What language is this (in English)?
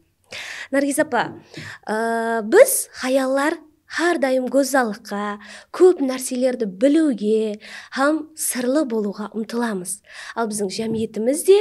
Kara-Kalpak